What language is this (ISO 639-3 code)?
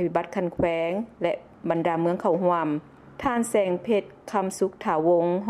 lao